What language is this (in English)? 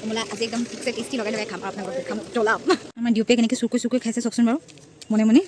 Assamese